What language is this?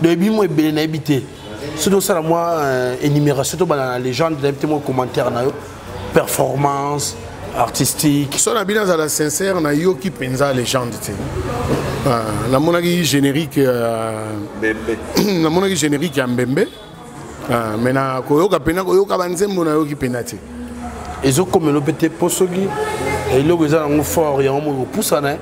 Lingala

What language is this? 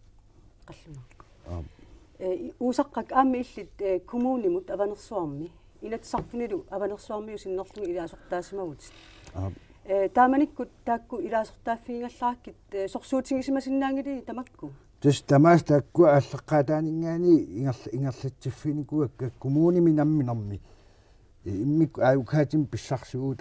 Kalaallisut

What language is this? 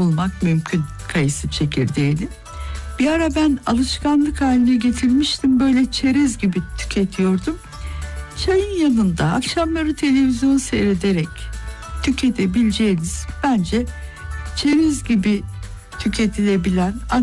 Turkish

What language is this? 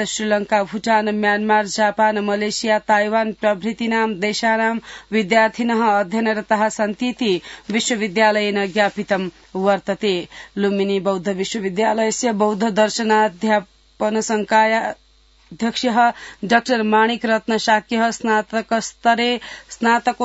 Sanskrit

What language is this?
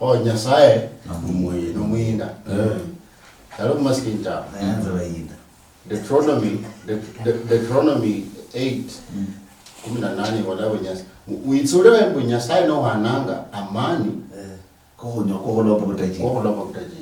Luyia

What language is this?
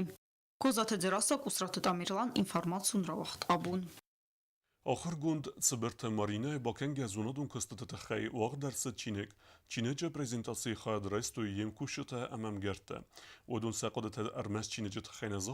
Ossetic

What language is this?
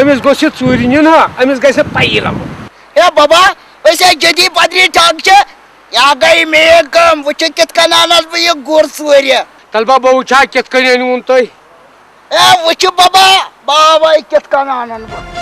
Kashmiri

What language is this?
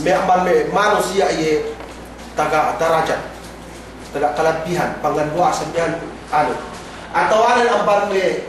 Yakan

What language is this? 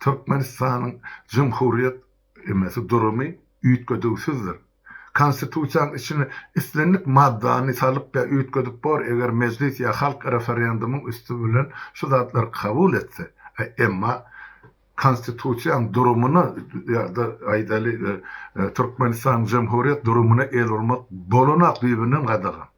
Turkmen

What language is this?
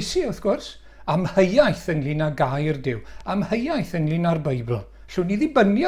Welsh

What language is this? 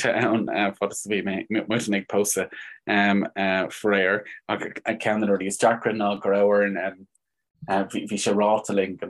Irish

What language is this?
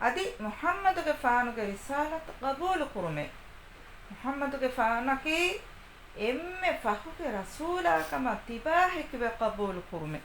Divehi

